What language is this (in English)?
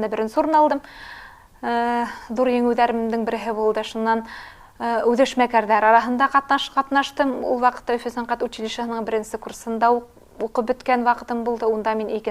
Bashkir